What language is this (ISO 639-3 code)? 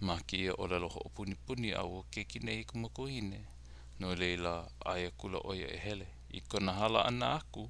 haw